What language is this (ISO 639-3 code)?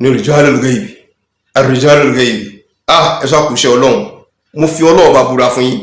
yor